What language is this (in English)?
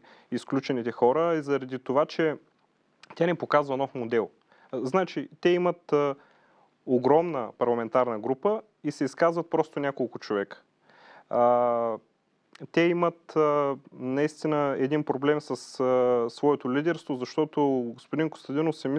Bulgarian